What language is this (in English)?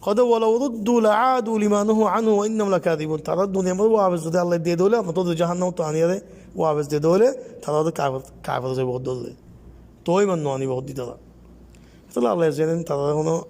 Rohingya